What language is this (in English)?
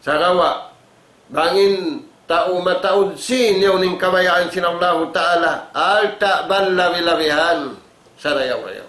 Tausug